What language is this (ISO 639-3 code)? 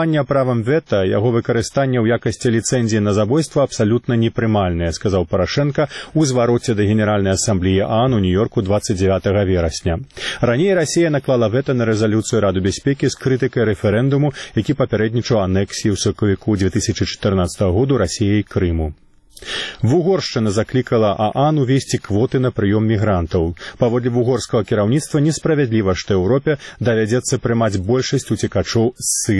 bel